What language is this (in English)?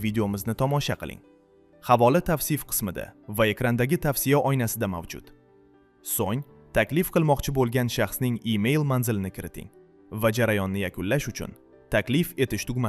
Uzbek